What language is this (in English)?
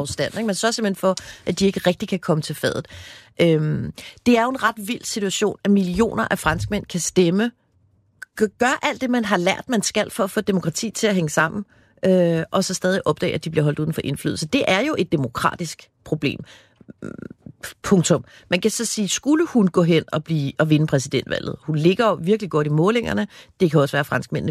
Danish